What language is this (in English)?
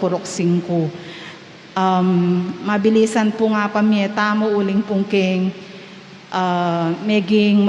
Pampanga